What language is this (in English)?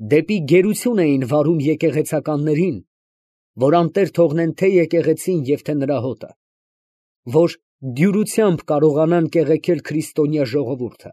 Armenian